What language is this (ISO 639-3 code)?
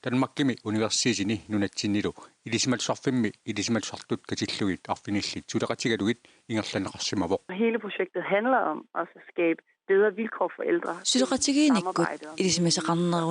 kal